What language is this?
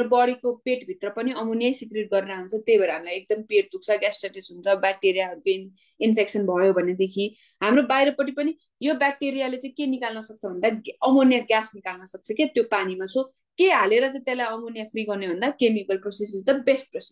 Nepali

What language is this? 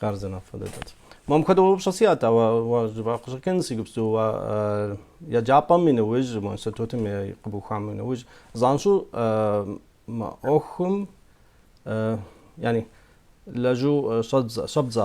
Kabardian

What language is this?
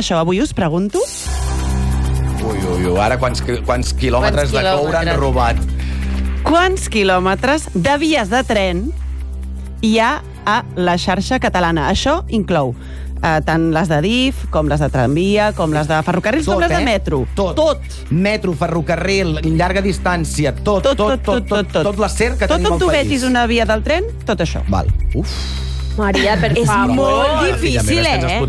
Catalan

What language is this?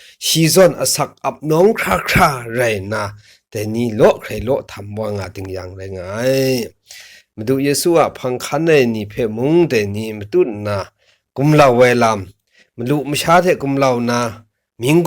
Kachin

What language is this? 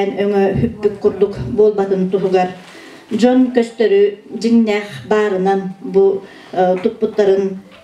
Yakut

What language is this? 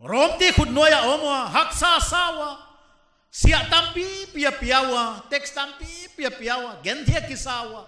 Paite Chin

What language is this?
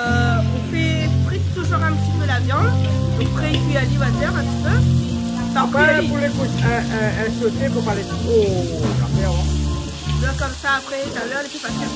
Réunion Creole French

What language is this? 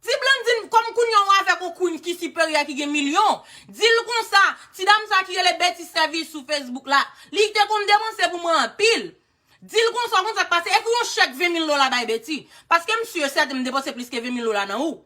Haitian Creole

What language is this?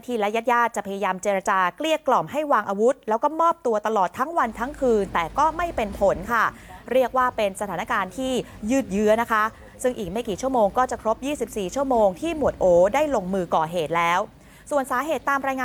Thai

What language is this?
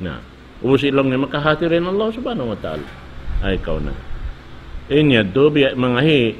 Tausug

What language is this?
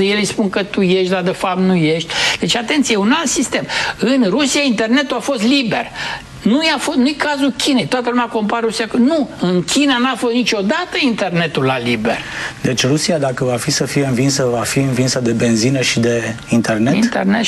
Romanian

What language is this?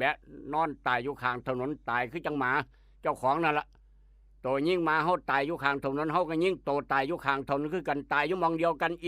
Northeastern Thai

